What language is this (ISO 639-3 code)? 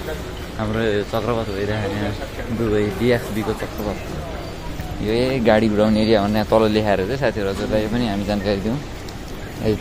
nep